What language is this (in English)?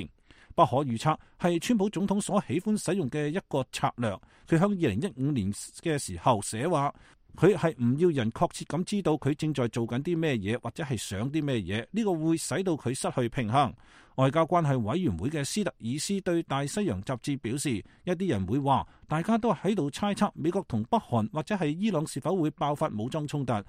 Cantonese